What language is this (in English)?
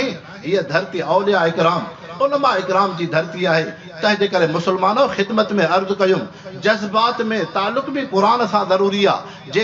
Sindhi